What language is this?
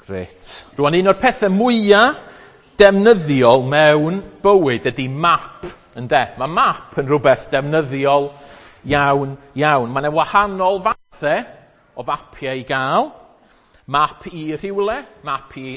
Welsh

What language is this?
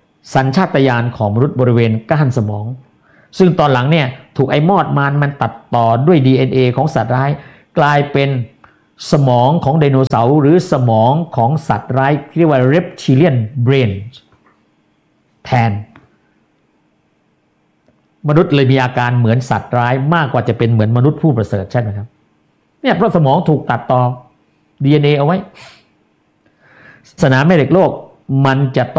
Thai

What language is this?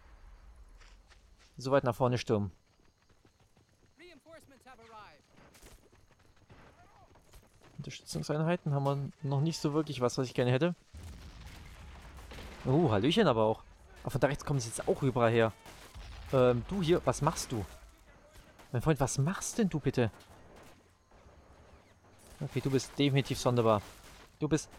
German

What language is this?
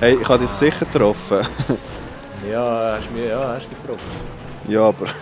Swiss German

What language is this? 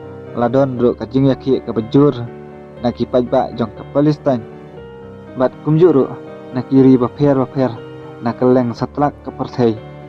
Khasi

